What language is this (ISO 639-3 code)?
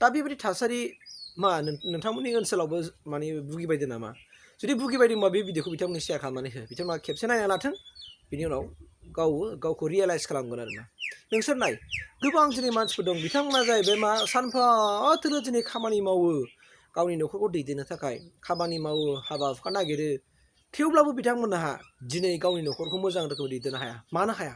brx